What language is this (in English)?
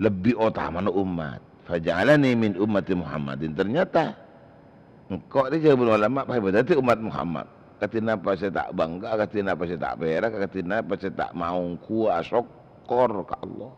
Madurese